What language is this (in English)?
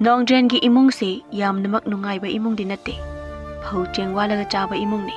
Manipuri